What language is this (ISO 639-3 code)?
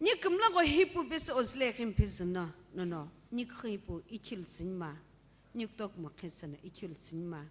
nsm